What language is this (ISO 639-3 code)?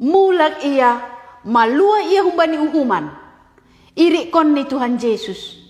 bts